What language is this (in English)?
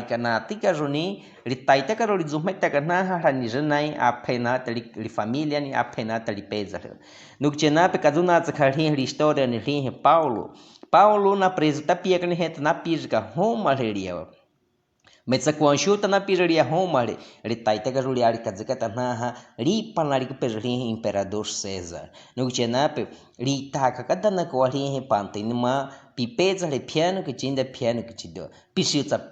Baniwa